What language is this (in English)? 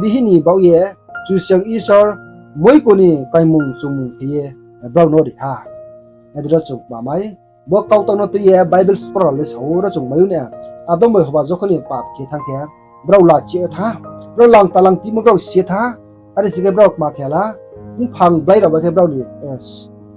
Riang (India)